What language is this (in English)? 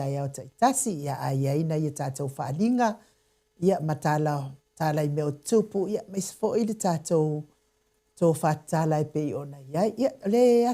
Samoan